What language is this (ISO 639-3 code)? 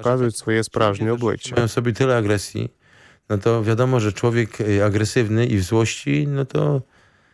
ukr